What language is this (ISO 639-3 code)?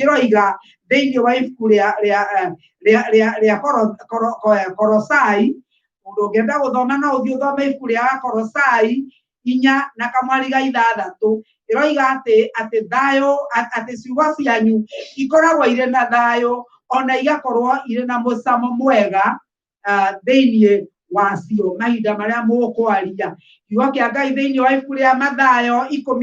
kik